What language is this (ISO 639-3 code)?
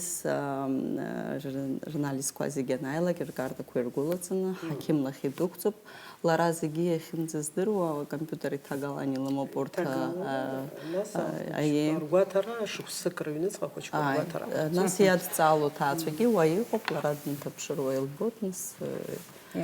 abk